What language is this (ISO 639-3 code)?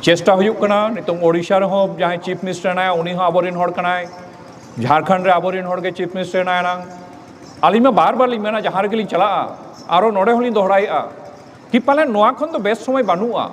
sat